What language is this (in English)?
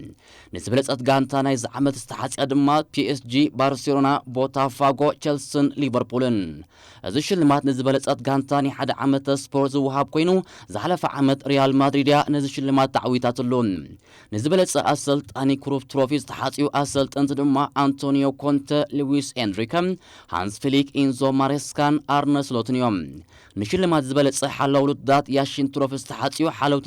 Tigrinya